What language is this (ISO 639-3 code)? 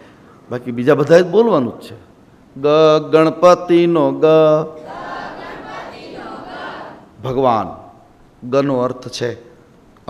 guj